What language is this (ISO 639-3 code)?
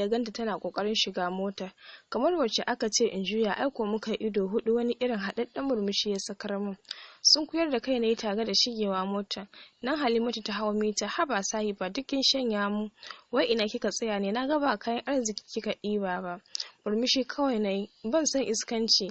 hau